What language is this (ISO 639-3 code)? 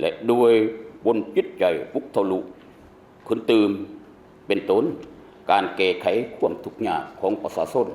lao